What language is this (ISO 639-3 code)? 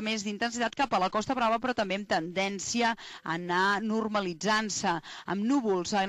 cat